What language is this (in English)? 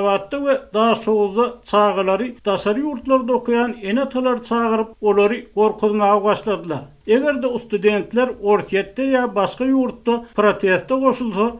Turkmen